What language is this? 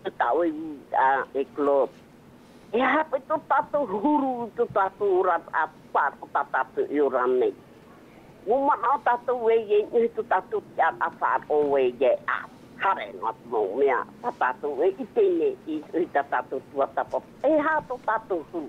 Tahitian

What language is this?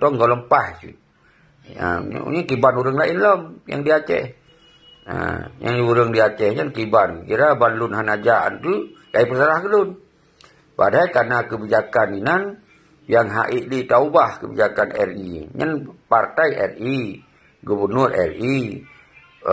Achinese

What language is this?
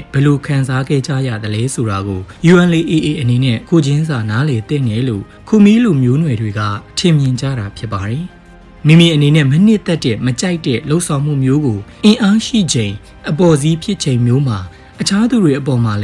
Burmese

